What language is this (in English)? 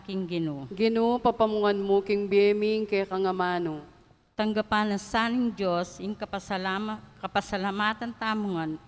Pampanga